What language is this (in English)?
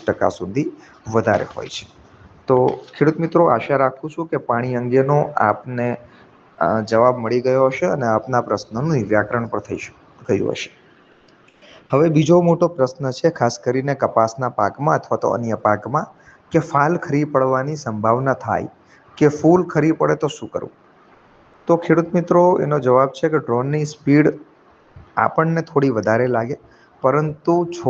Gujarati